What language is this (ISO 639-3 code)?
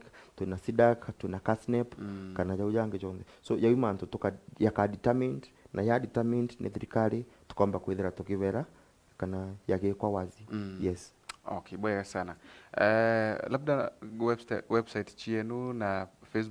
mer